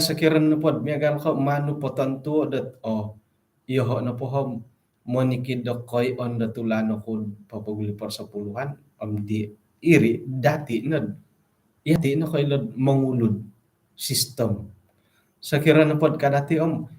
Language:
Central Dusun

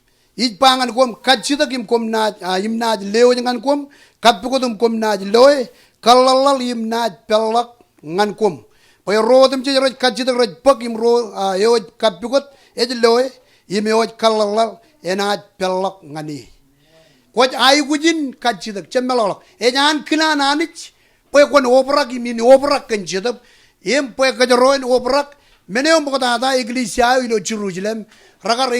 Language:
Marshallese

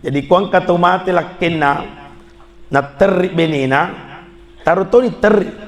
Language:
Buginese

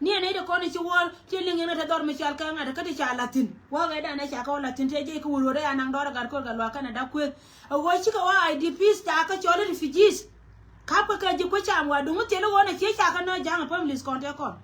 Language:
Nuer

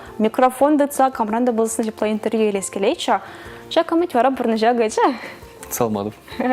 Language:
Chuvash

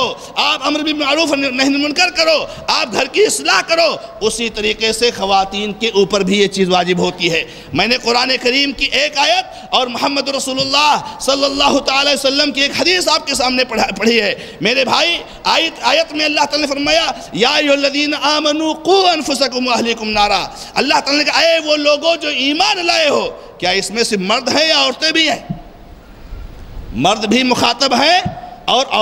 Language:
Urdu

